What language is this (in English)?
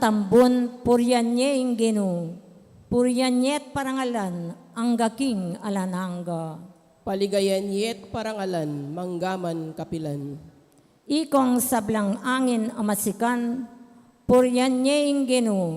Pampanga